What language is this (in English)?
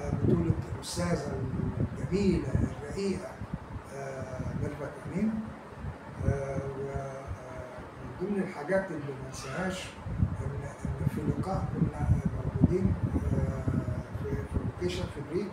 Egyptian Arabic